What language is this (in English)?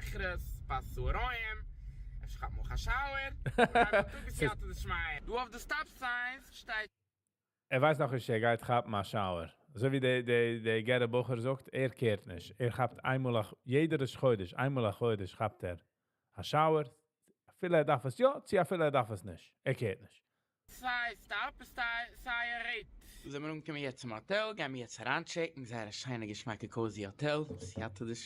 Yiddish